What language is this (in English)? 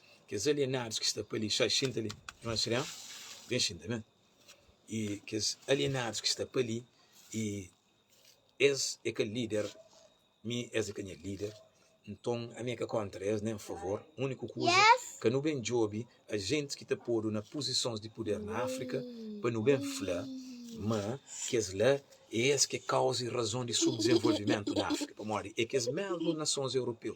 Kabuverdianu